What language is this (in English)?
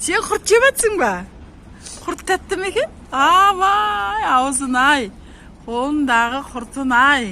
Kazakh